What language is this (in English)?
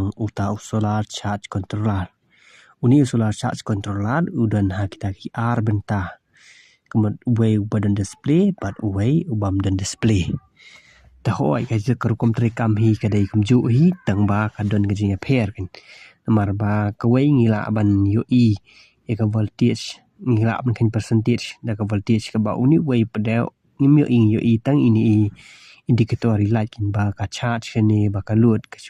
Khasi